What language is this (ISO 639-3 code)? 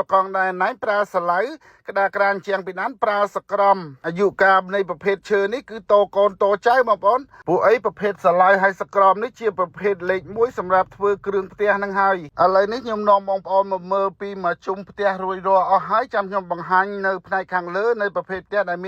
khm